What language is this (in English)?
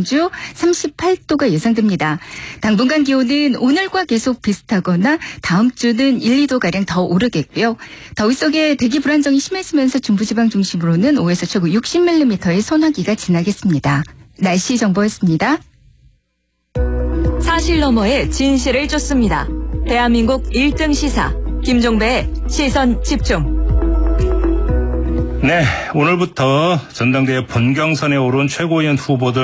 Korean